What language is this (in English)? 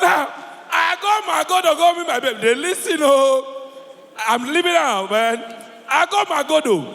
Nigerian Pidgin